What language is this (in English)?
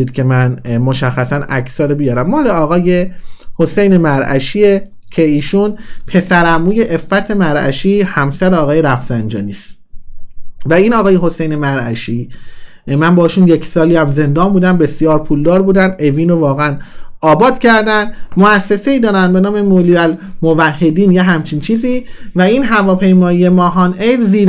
Persian